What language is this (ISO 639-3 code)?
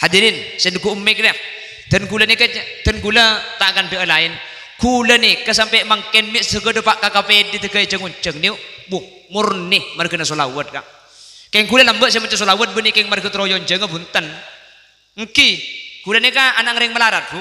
mad